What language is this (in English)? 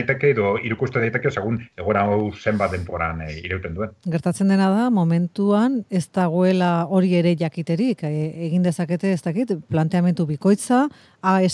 Basque